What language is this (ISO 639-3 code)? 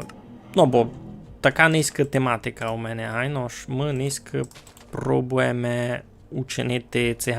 rue